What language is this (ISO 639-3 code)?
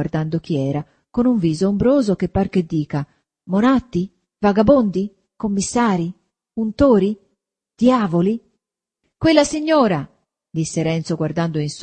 ita